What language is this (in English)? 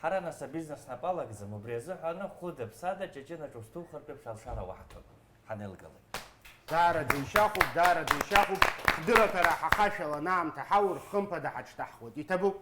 Abkhazian